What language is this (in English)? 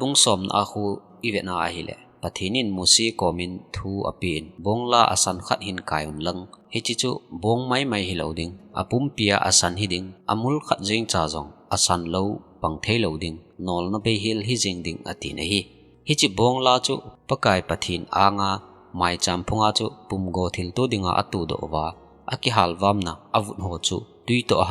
Thado Chin